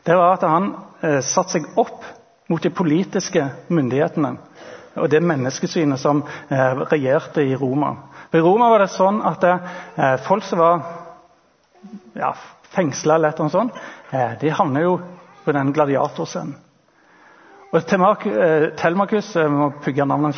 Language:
Norwegian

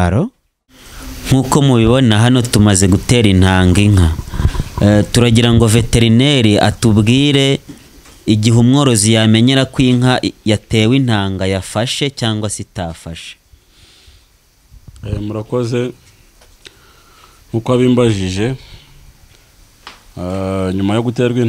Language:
Kinyarwanda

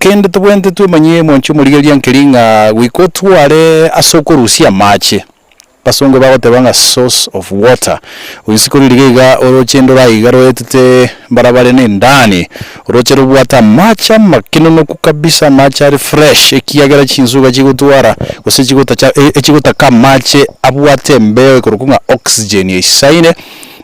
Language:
Gusii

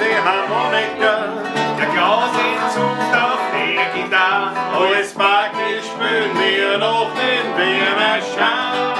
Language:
Bavarian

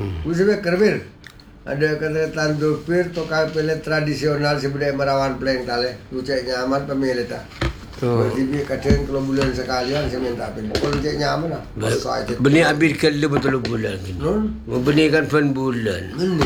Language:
Malay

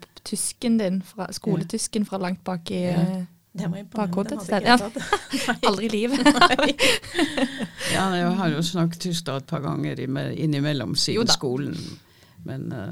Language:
Norwegian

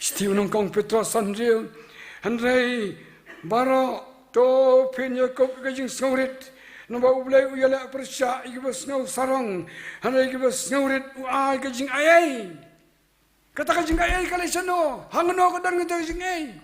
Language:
Khasi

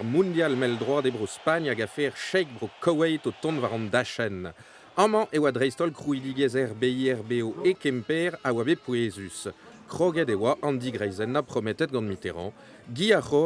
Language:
Breton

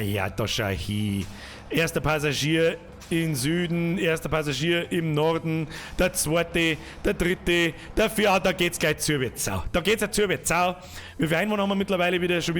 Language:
Bavarian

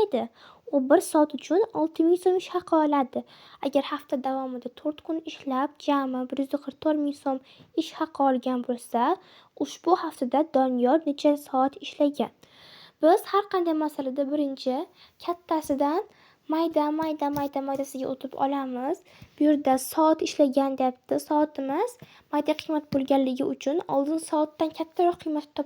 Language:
Uzbek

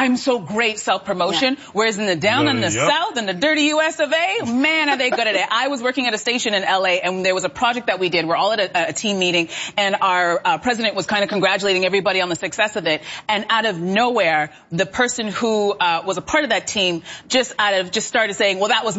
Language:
English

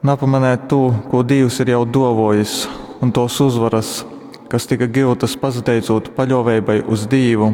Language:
Latgalian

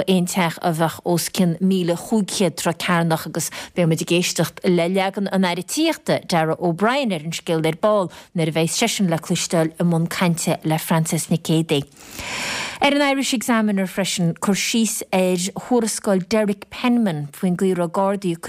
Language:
Irish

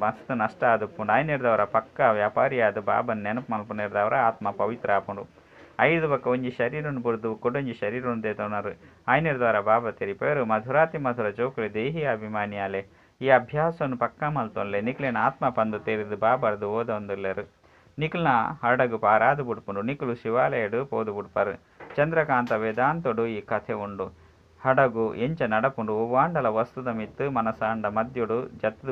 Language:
Tulu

